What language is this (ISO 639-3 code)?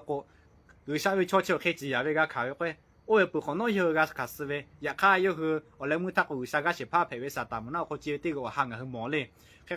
lhu